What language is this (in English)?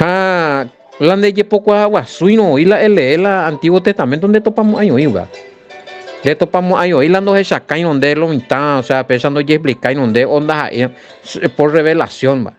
Guarani